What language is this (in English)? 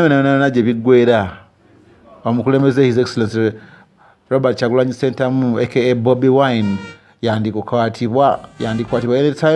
Ganda